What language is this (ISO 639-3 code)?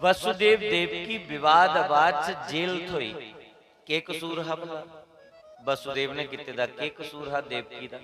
doi